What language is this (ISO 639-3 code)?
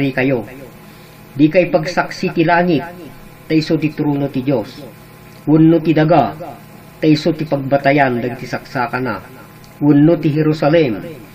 ilo